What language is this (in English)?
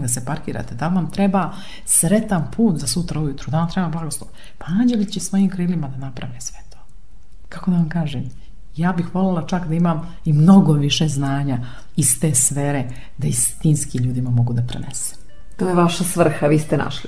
Serbian